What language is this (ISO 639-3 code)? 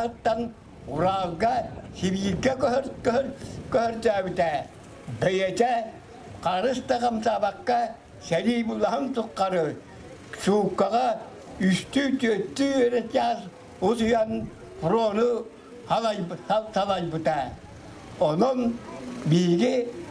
sah